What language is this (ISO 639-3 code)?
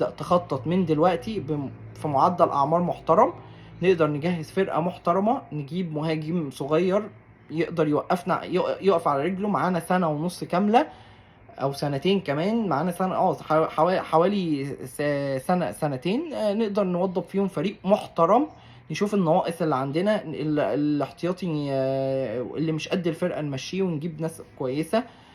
arz